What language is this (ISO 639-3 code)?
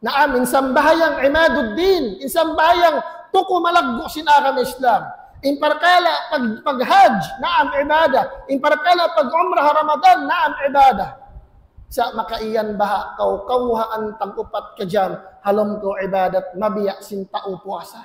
tsg